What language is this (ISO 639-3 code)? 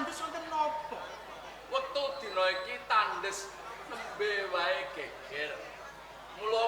jav